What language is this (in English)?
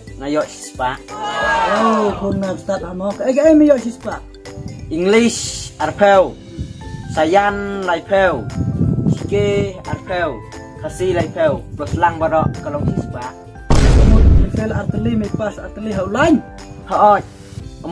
Khasi